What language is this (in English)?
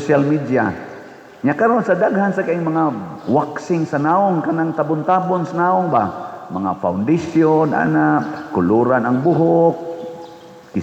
Cebuano